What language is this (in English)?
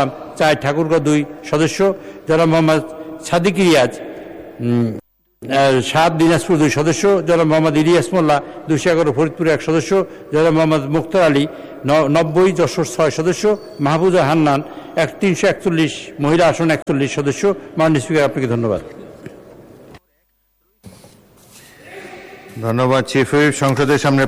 Bangla